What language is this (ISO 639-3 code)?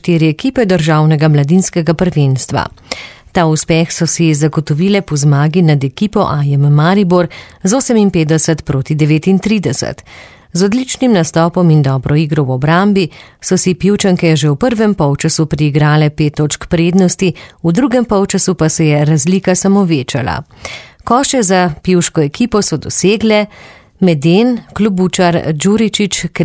slv